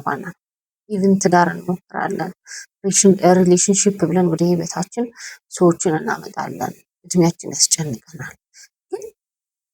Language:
Amharic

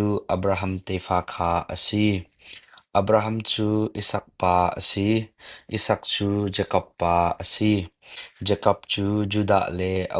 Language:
Hakha Chin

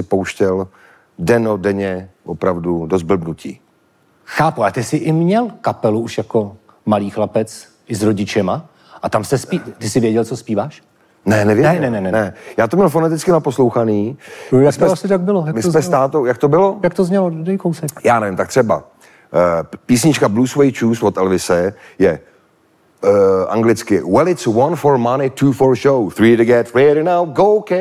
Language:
Czech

